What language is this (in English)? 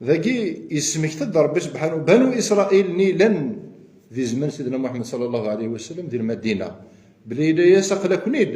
Kabyle